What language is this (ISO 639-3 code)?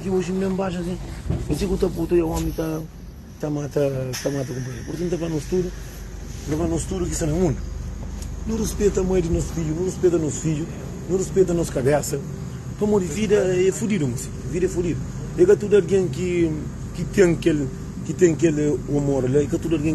kea